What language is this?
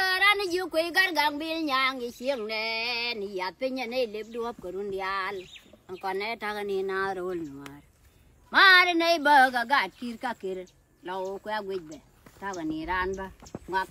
Nuer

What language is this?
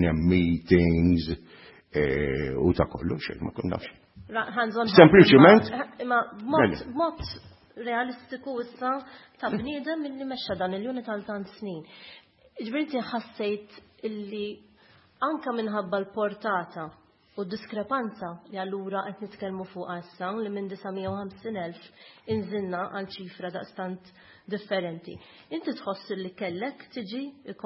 Maltese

